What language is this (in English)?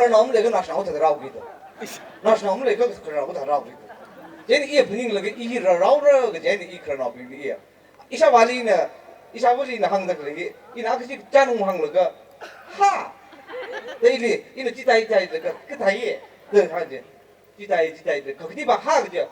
Tangkhul Naga (India)